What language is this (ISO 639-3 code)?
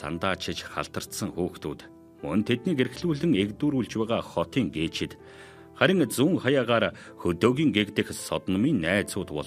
mon